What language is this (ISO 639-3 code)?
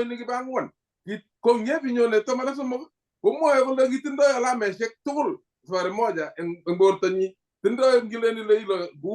kln